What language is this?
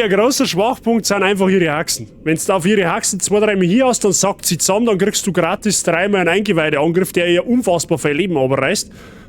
Bavarian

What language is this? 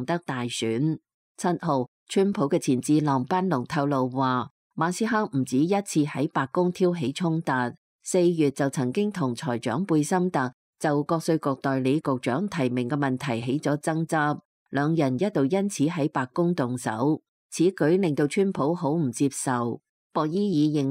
Cantonese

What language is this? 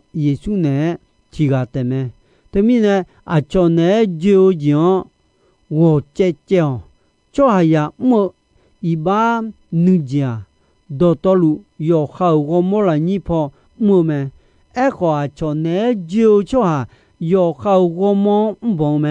Akha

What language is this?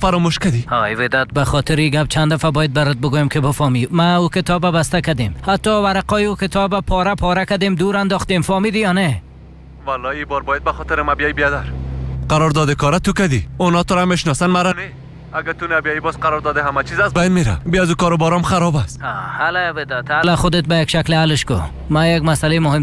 Tajik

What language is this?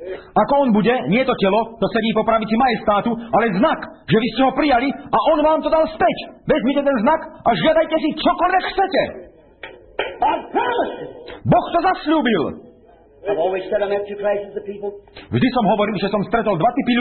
Slovak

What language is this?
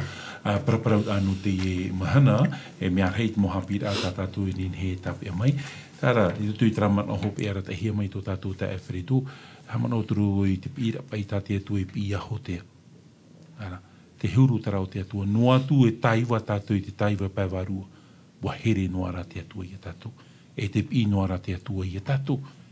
Tahitian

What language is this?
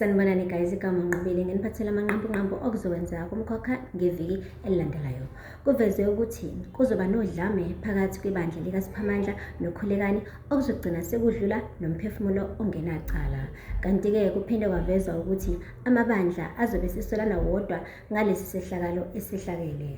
Zulu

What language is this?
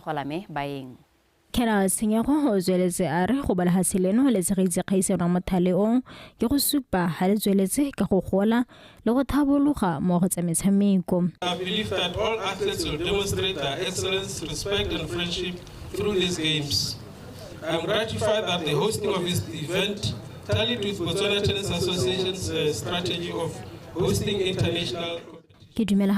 Tswana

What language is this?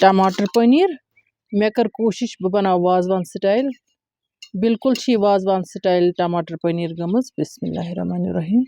Kashmiri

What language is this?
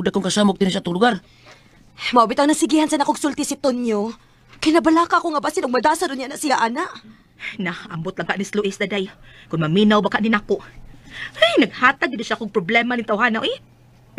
Cebuano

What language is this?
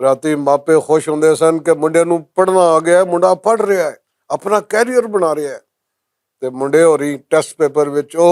Western Panjabi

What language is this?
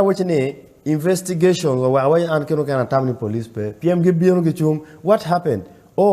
Acoli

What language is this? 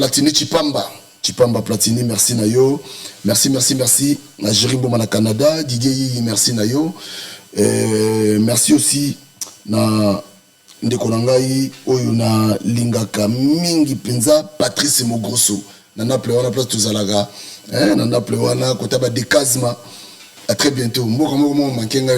Lingala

